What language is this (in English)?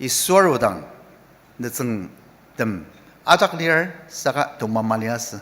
Ao Naga